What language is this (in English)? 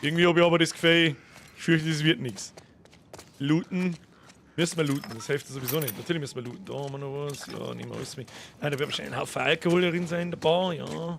Bavarian